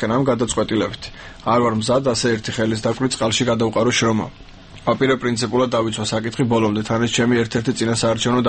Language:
Georgian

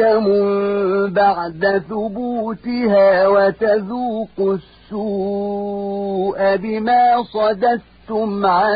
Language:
Arabic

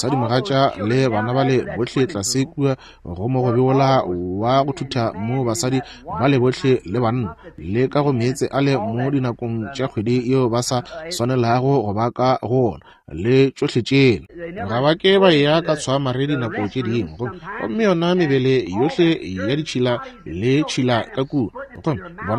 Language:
Northern Sotho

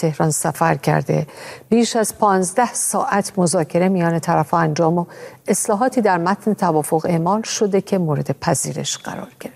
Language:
Persian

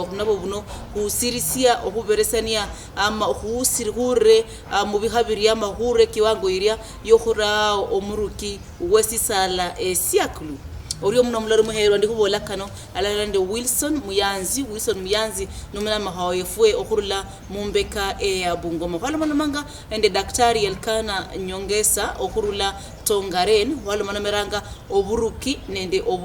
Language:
Luyia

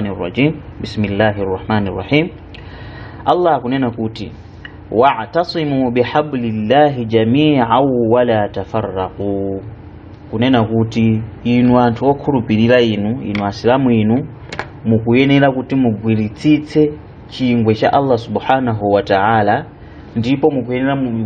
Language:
Nyanja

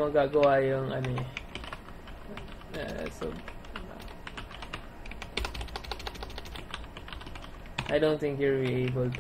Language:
Filipino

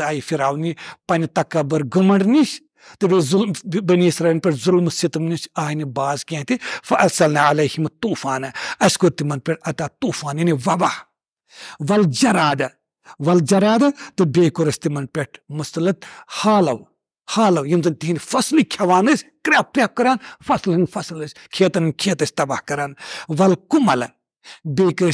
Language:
Kashmiri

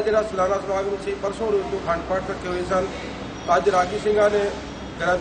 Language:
Punjabi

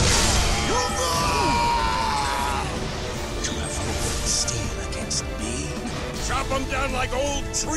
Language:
English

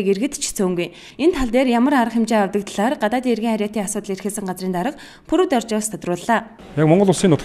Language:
Mongolian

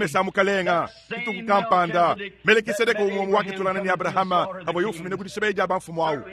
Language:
Luba-Lulua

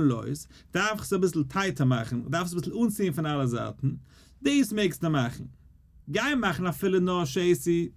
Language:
Yiddish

